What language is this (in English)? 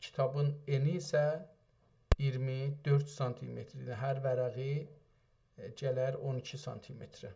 South Azerbaijani